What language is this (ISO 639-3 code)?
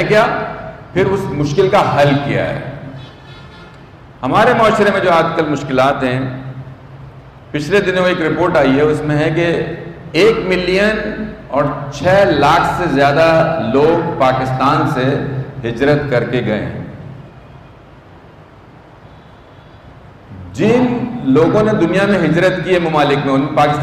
urd